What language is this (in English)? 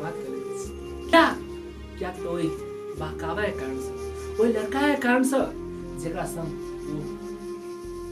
Maithili